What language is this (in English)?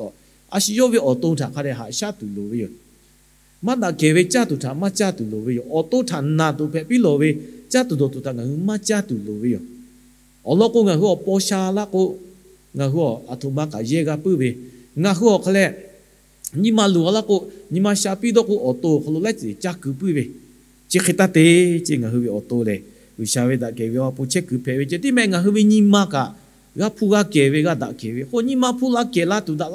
Lahu